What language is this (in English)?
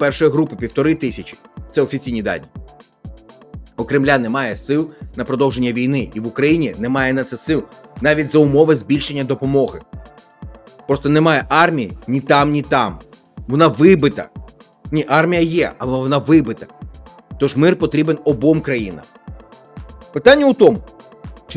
Ukrainian